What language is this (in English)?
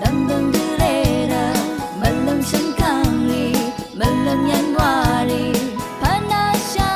Rawang